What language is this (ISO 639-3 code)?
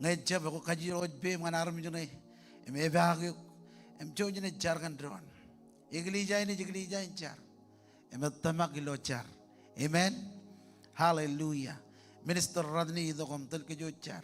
mah